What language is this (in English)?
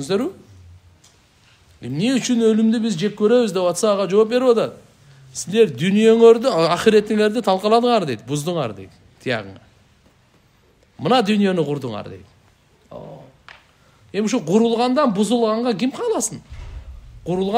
Kyrgyz